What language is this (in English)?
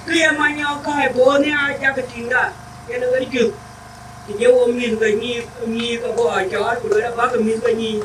Dinka